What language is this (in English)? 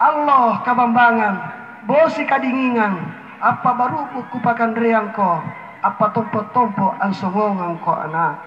Makasar